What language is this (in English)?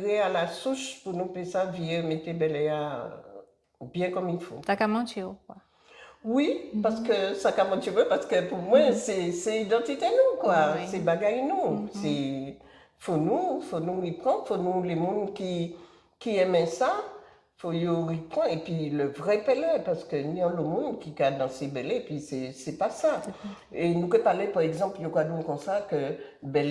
Guadeloupean Creole French